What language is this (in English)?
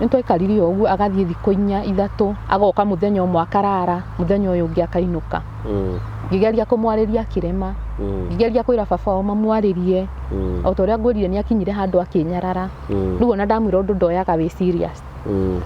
Kikuyu